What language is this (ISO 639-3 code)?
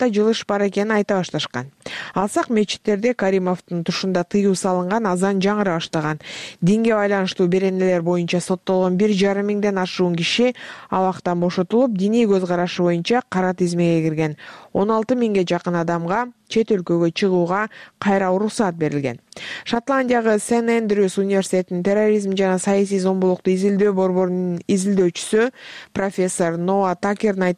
kir